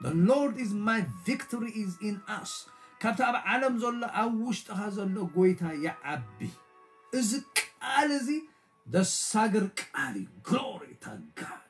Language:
Tigrinya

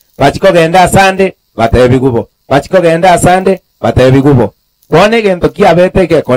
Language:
Gusii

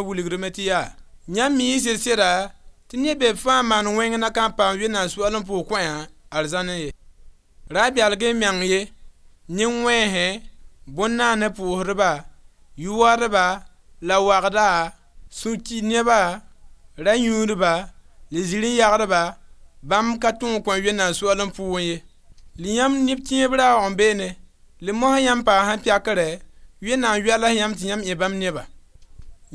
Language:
Mossi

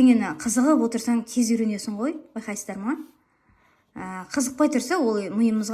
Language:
Kazakh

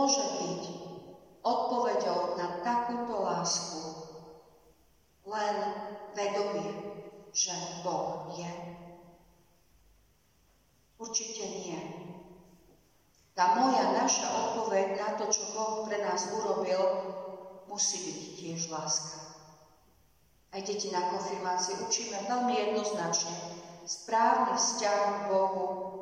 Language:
Slovak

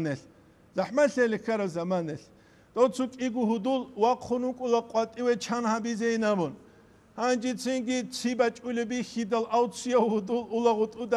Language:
Avaric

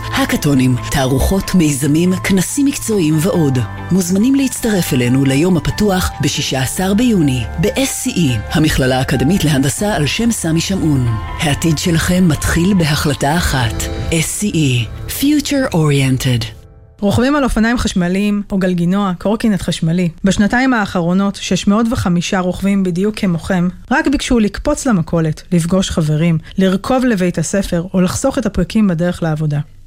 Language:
Hebrew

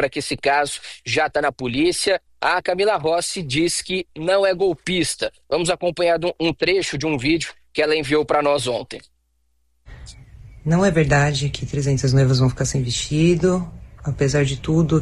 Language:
Portuguese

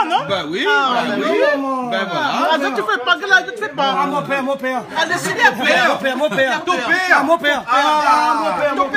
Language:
Réunion Creole French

